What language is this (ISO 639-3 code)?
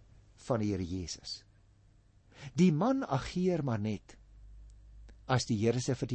afr